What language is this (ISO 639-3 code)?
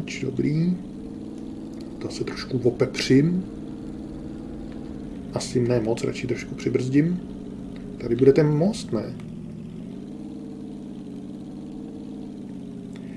ces